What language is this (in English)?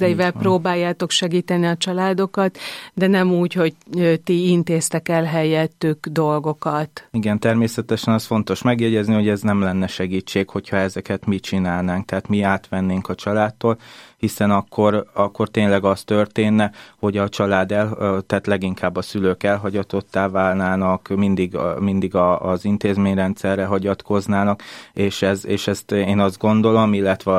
Hungarian